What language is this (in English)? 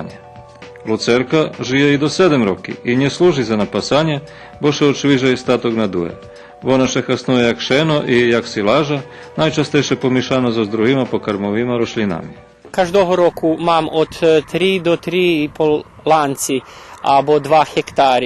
Rusyn